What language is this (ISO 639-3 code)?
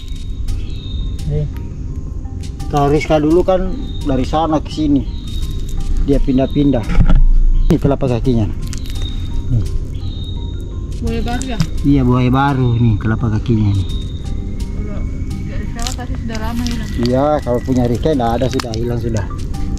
ind